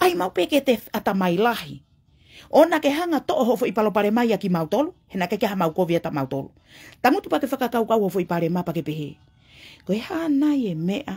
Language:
Tongan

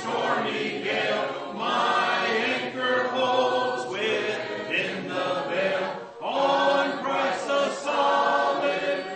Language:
English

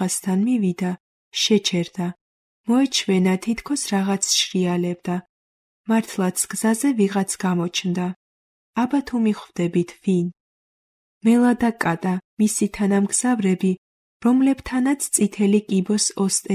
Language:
Georgian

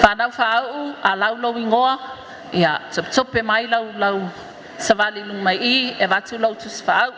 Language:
Samoan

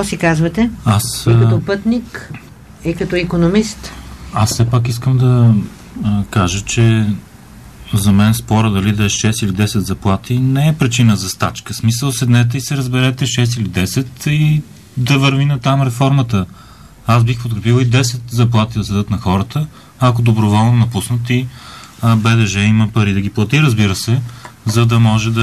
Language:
Bulgarian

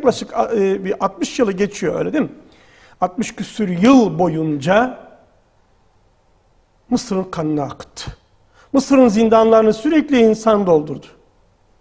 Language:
Turkish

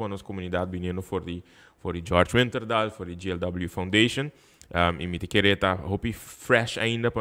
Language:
Papiamento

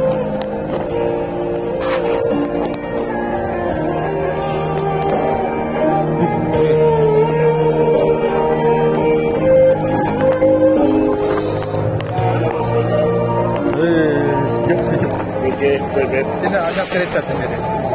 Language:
Malay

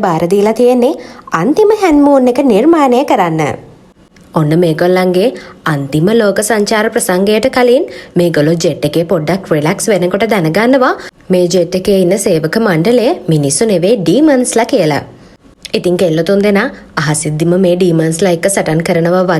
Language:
Sinhala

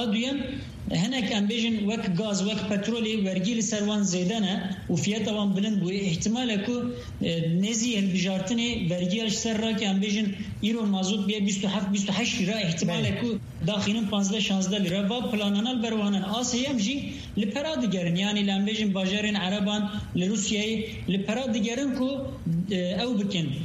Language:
Kurdish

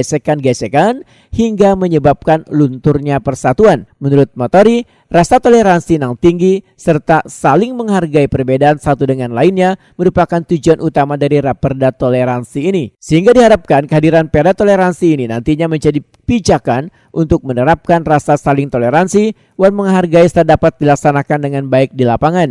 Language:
Banjar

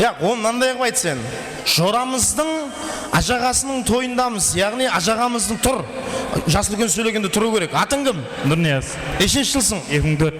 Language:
Kara-Kalpak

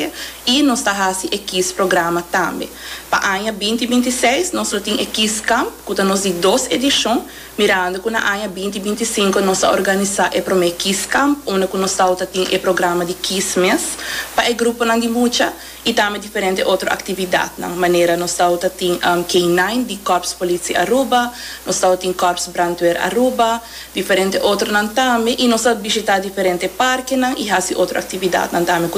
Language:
Papiamento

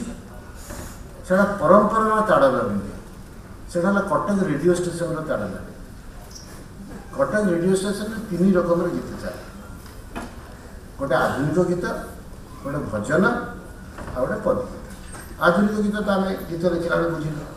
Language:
Odia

